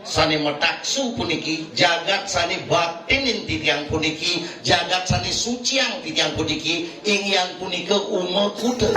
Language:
Balinese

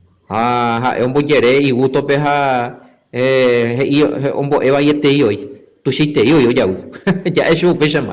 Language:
Guarani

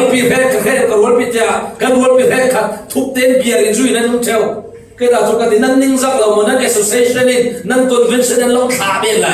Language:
Falam Chin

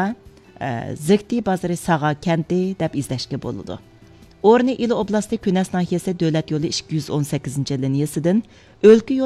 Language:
Uyghur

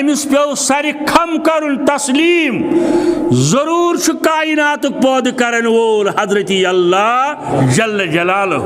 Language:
Kashmiri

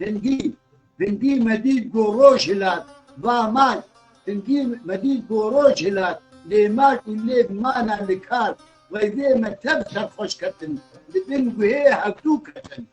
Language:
Kurdish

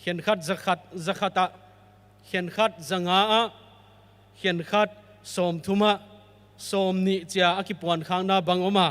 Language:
Paite Chin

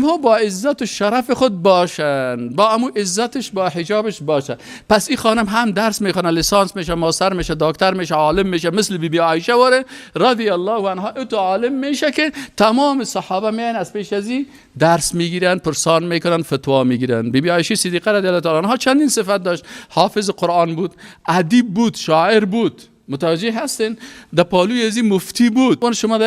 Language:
Persian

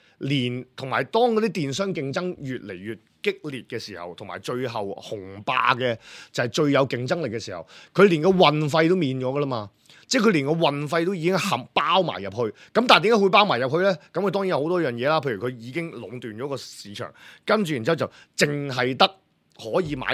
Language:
Cantonese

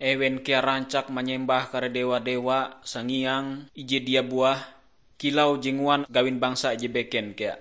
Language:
Ngaju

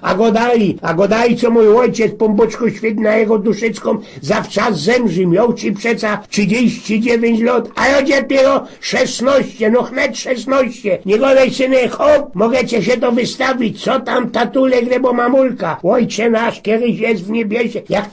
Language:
Silesian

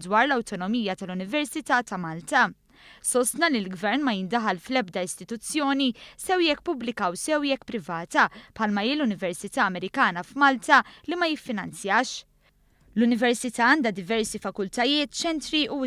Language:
Maltese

